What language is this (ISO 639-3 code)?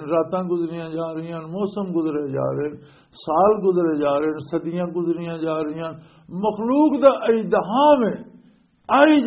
lah